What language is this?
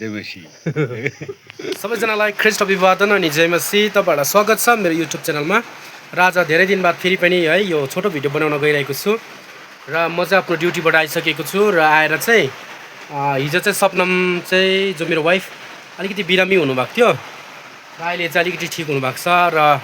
Nepali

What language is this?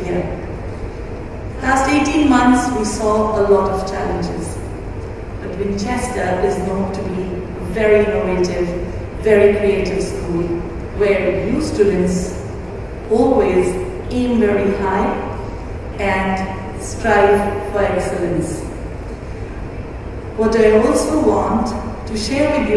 English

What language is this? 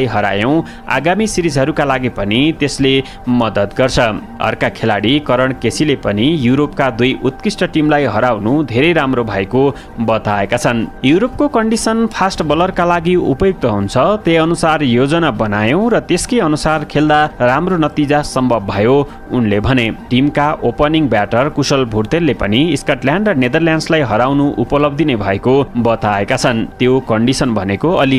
Nepali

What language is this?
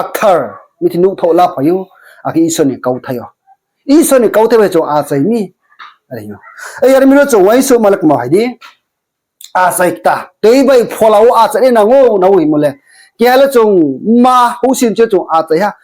Riang (India)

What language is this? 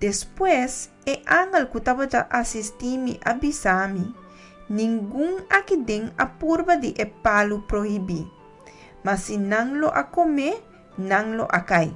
Papiamento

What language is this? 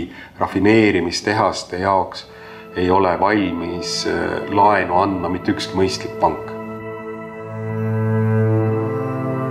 Estonian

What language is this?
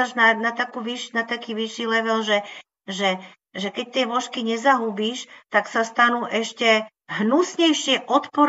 Slovak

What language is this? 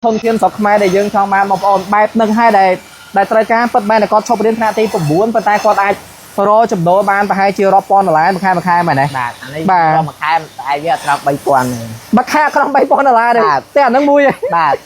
Khmer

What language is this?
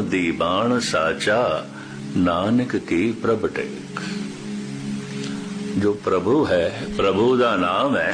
Punjabi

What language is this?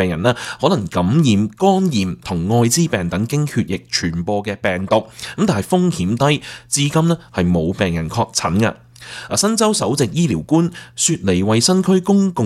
Cantonese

